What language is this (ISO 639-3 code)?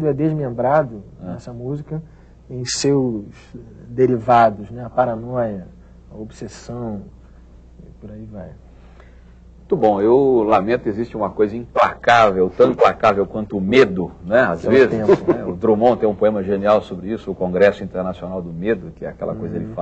por